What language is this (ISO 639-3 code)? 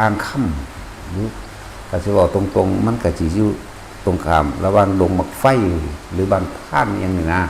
tts